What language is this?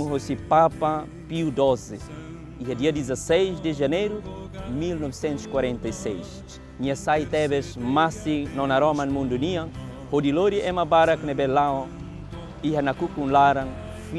Tetum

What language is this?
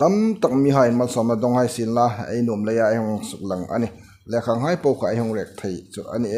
Hmar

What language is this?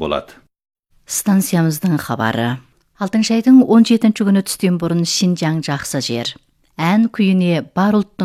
Kazakh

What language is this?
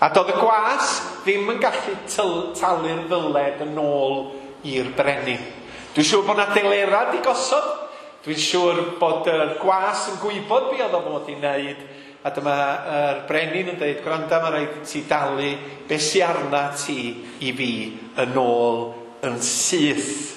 Welsh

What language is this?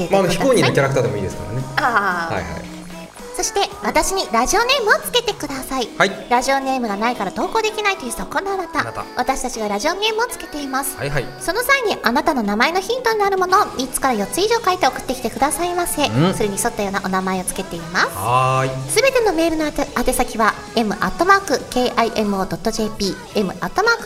Japanese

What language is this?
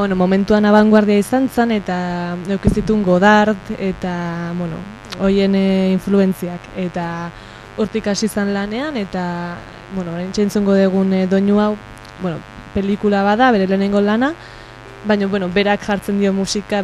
Basque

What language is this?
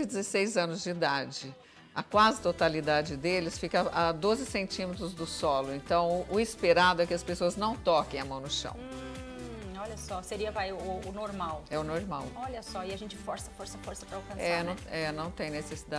Portuguese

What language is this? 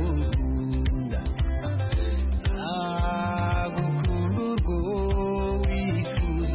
Kinyarwanda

